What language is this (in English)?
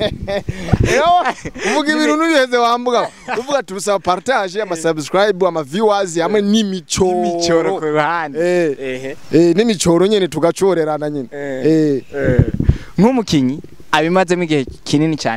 Rundi